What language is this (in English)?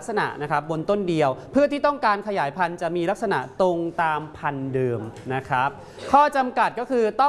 Thai